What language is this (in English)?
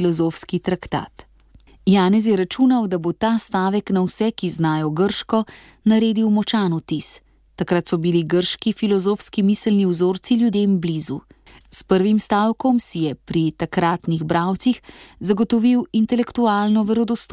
Slovenian